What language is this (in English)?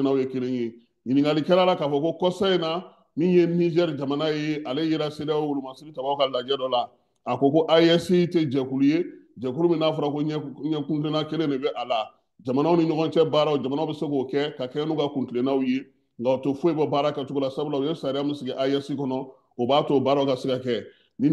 Bambara